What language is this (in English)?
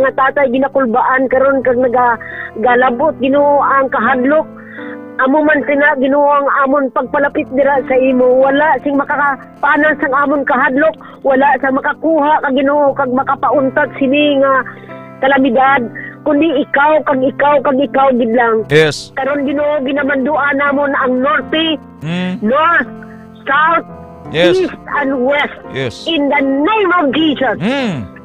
Hiligaynon